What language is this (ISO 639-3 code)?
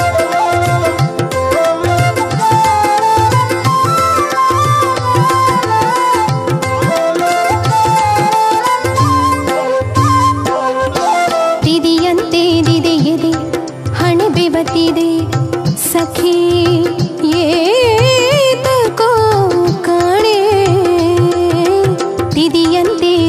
kan